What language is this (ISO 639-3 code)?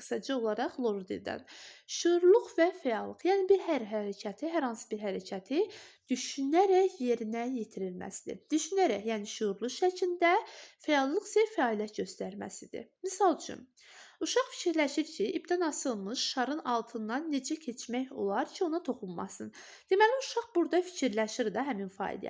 aze